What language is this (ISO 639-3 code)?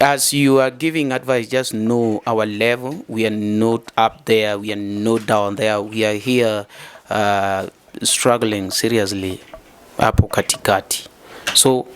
luo